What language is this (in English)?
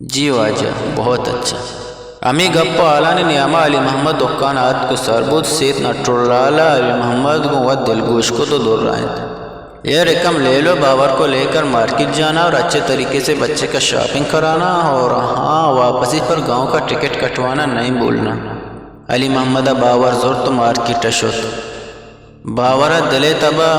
Eastern Balochi